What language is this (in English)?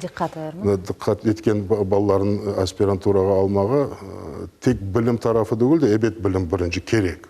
Crimean Tatar